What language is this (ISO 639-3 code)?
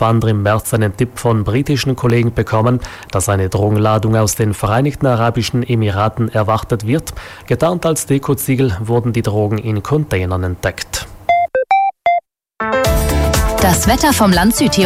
deu